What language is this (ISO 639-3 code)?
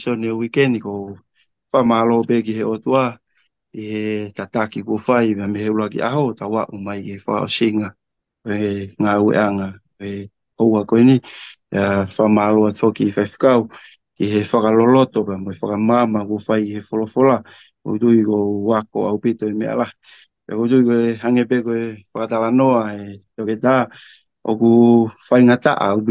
ton